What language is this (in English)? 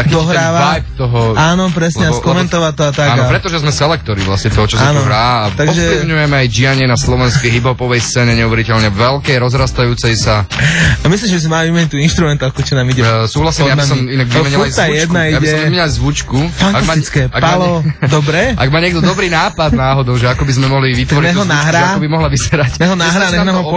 Slovak